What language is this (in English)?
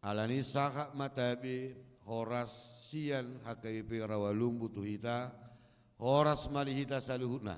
Batak Toba